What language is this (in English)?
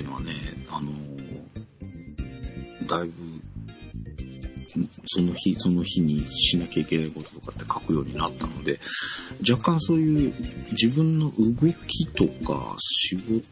Japanese